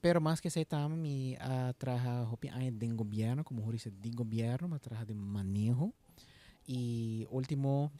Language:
Papiamento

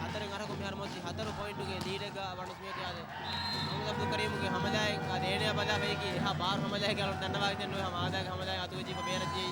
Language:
Divehi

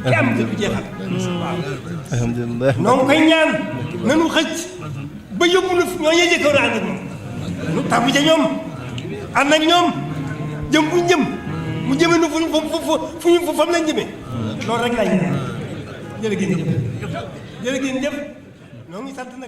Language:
Wolof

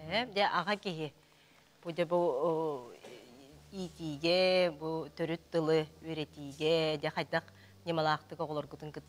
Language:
Yakut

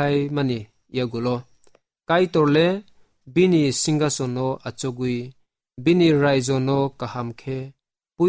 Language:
Kok Borok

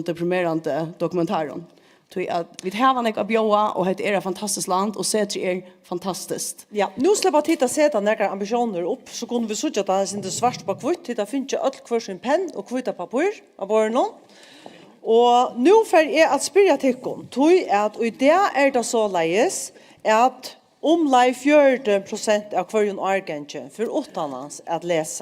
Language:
Faroese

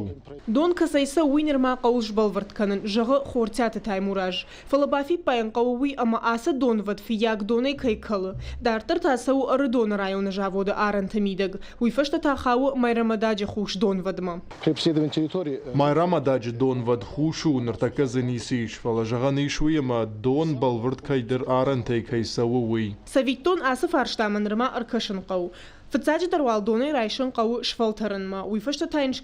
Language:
Ossetic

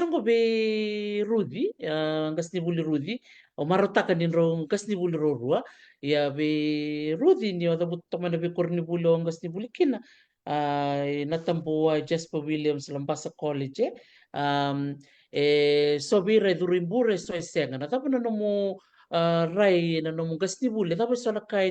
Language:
Fijian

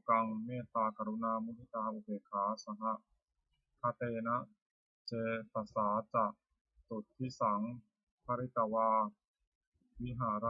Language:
Pali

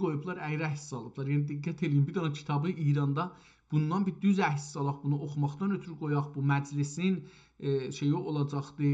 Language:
South Azerbaijani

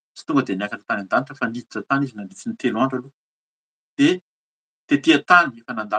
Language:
Malagasy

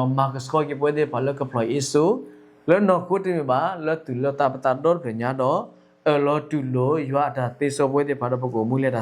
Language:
S'gaw Karen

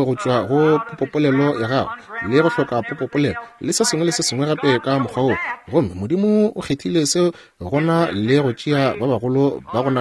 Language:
Northern Sotho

